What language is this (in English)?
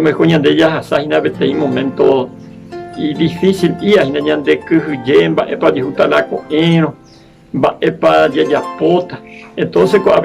Guarani